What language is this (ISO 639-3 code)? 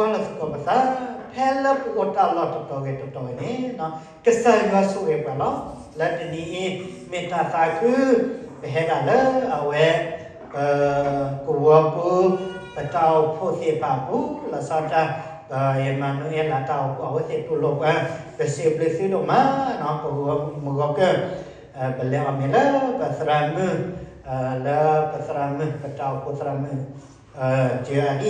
ksw